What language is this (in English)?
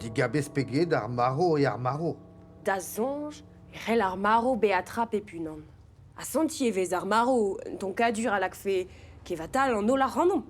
Breton